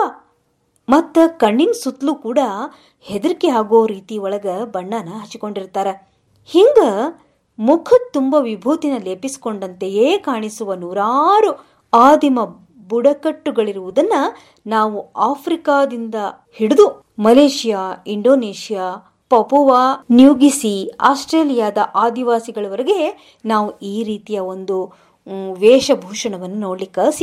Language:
Kannada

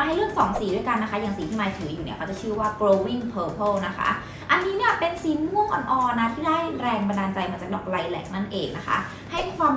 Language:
Thai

